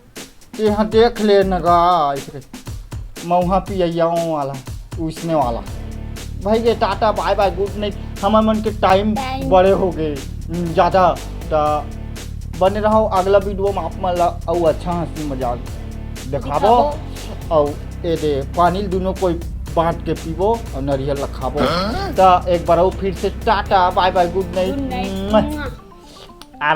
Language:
Chhattisgarhi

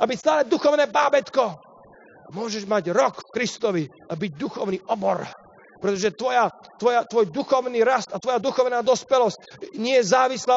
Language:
Slovak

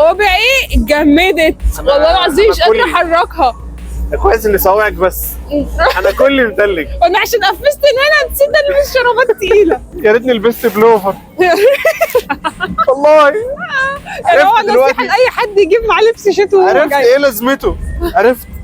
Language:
Egyptian Arabic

